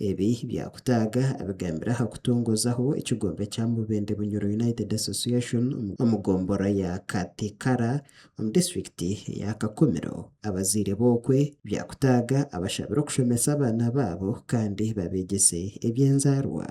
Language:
Nyankole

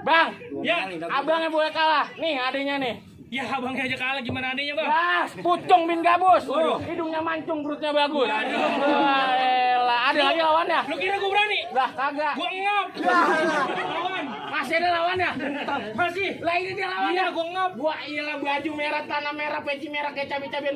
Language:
Betawi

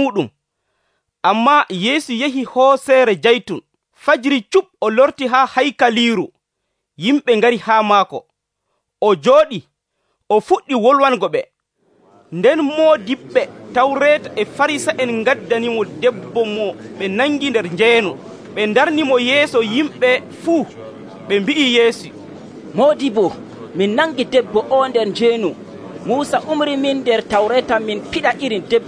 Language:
Nigerian Fulfulde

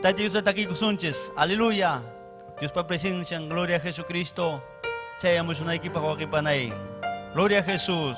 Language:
Ayacucho Quechua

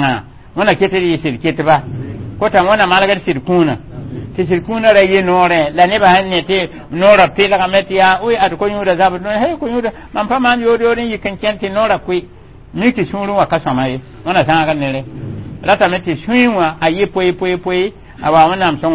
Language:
Mossi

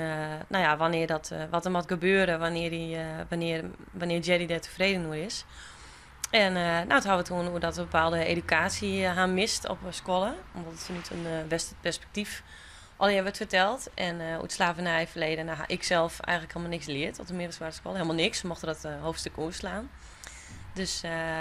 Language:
Western Frisian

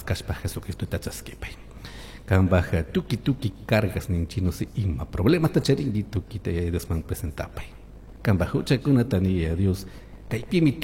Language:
Chimborazo Highland Quichua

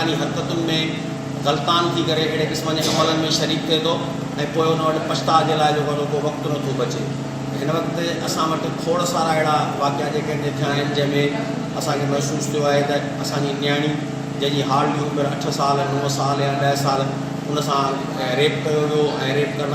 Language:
Sindhi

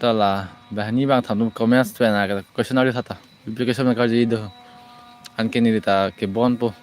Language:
Karbi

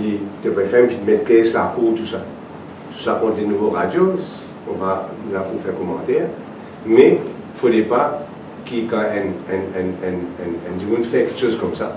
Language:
Morisyen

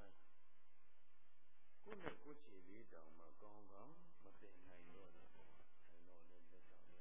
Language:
Burmese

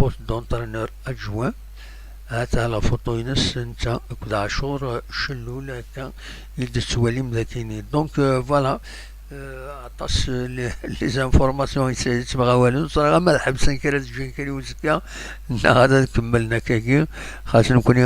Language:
Kabyle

